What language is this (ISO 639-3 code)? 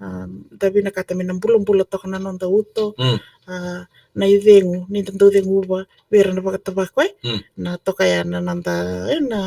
fij